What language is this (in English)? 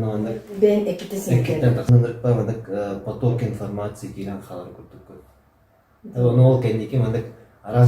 Yakut